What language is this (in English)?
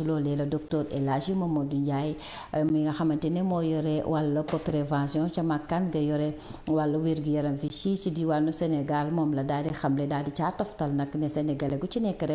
Wolof